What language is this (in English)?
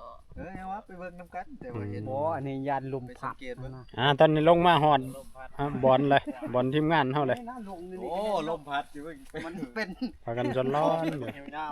Northeastern Thai